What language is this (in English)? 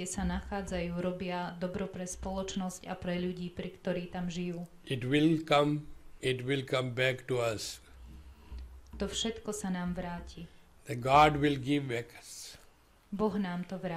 Slovak